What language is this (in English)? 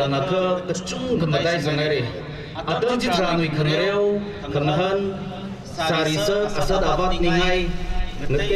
Tangkhul Naga (India)